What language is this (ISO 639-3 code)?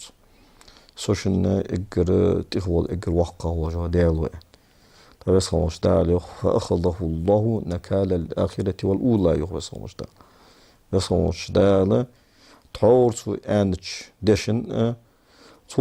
inh